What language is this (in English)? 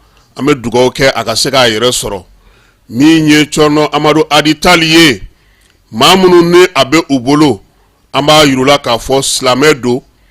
Bambara